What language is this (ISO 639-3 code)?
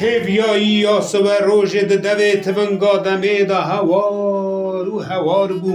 kur